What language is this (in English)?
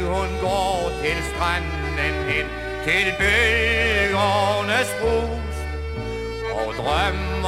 Danish